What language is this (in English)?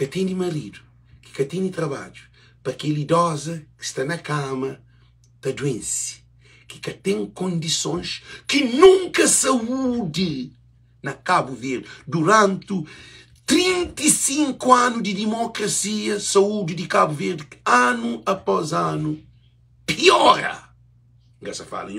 Kabuverdianu